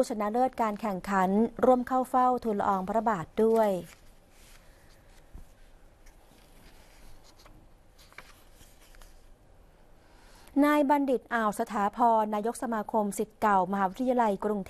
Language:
Thai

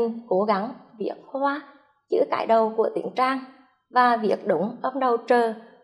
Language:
Vietnamese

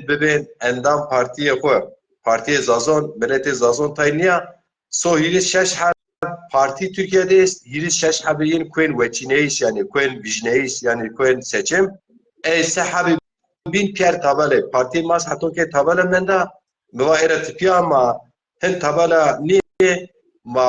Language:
Zaza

